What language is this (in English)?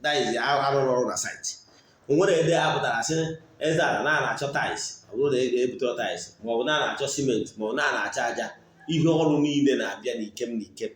Igbo